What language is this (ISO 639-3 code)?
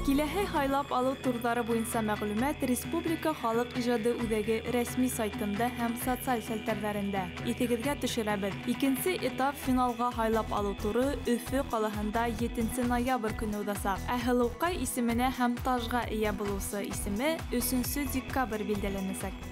bak